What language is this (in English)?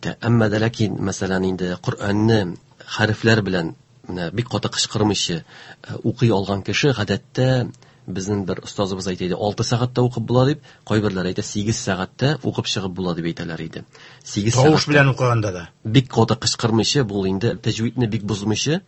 Tatar